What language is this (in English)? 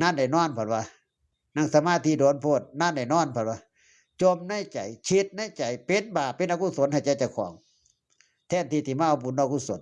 Northeastern Thai